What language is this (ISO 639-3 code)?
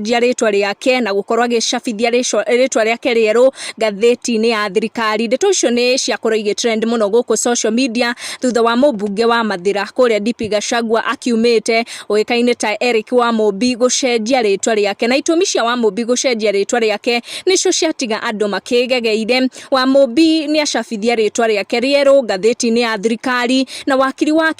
kik